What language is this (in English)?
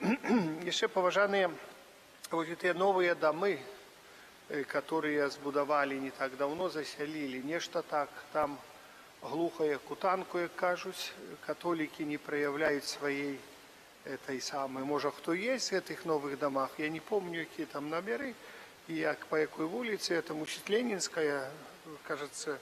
Belarusian